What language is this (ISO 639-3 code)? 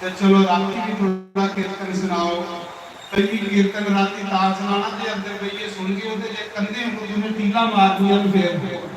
doi